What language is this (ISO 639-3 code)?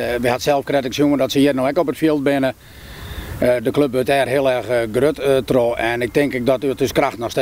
fry